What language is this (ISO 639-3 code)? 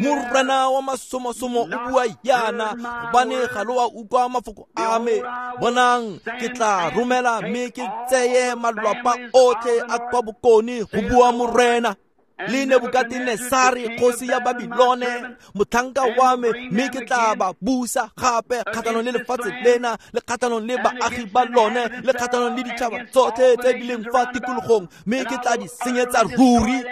tsn